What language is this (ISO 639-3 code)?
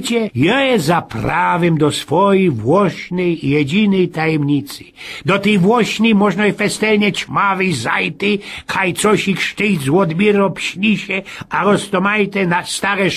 szl